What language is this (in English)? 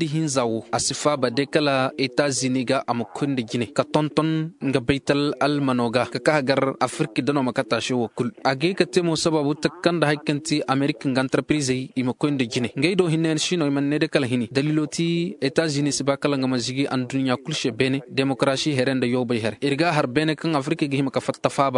Zarma